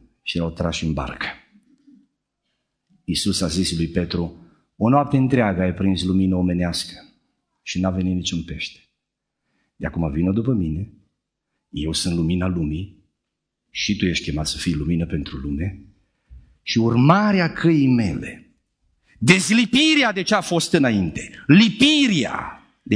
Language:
Romanian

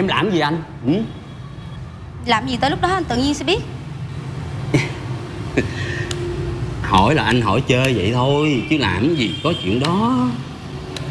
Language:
Vietnamese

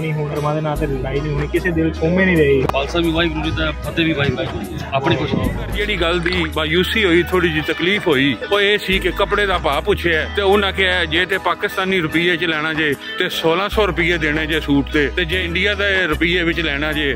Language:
Punjabi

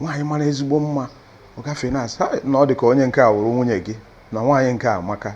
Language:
Igbo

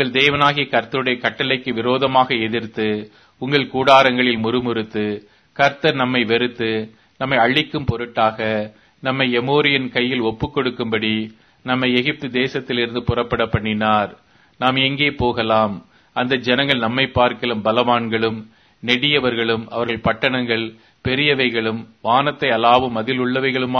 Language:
Tamil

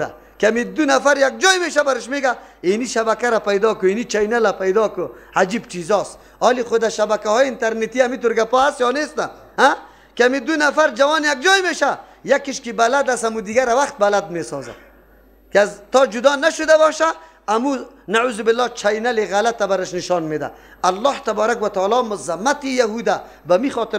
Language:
Persian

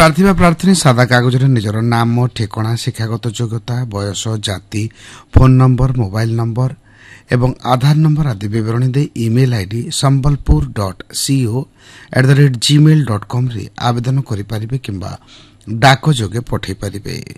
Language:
Odia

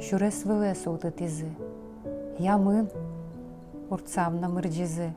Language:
Udmurt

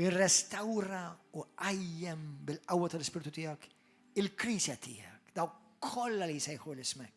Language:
Maltese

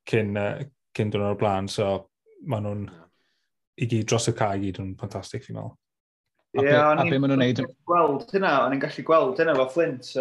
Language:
Welsh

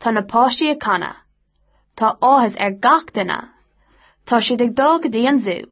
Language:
Irish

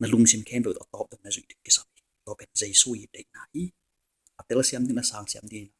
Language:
Tedim Chin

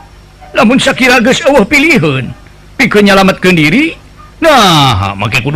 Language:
Sundanese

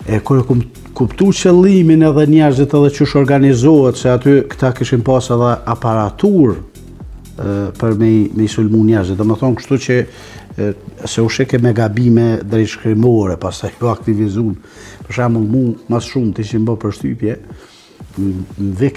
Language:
Albanian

